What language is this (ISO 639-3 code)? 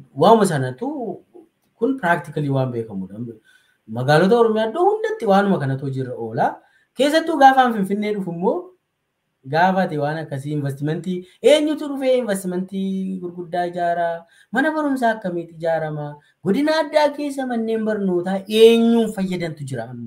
orm